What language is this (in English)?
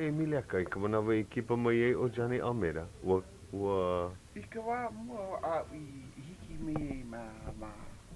Hawaiian